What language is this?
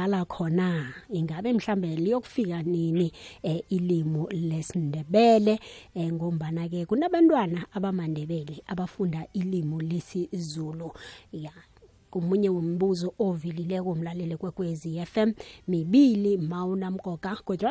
South Ndebele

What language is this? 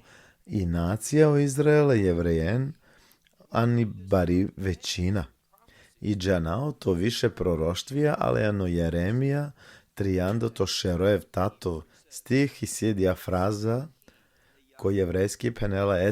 Balkan Romani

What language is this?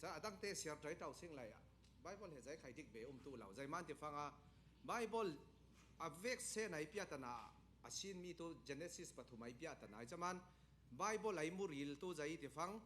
Falam Chin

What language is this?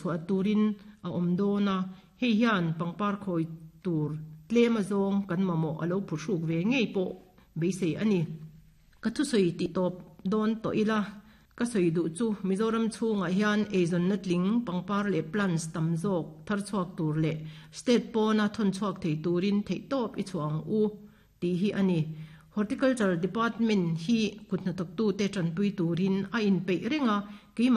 Mizo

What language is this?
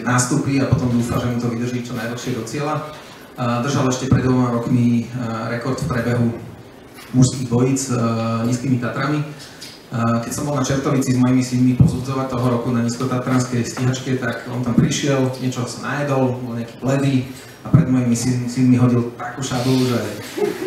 Slovak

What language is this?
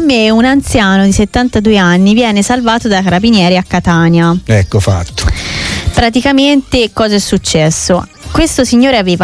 Italian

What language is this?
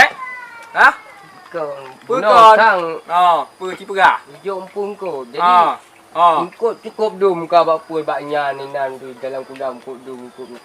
Achinese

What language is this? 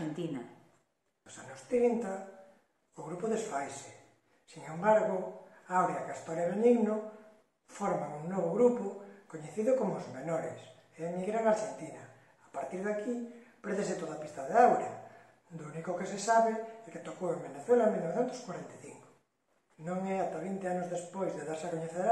Galician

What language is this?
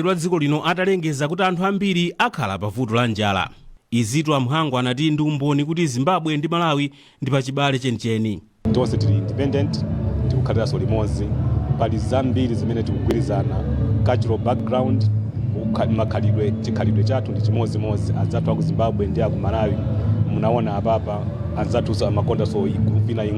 Nyanja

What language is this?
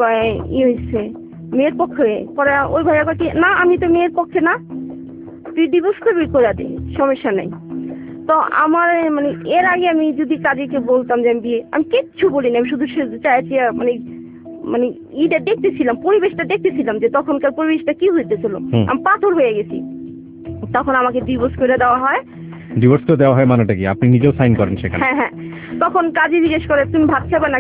Bangla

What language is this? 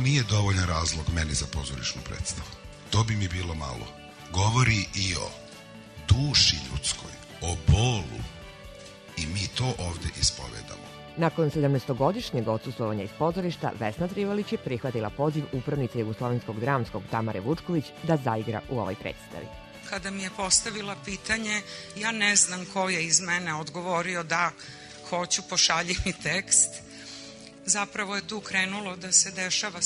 Serbian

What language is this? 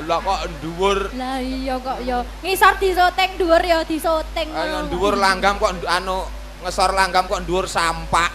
Javanese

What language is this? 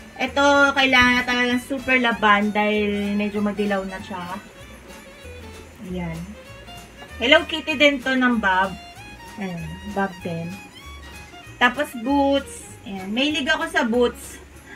Filipino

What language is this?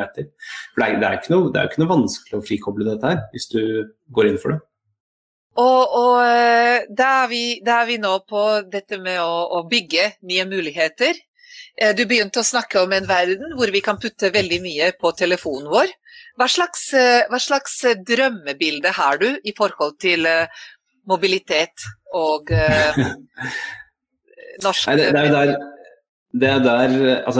Norwegian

